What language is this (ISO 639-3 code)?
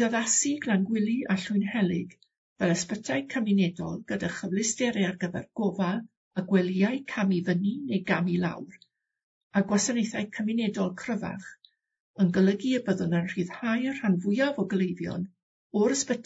cym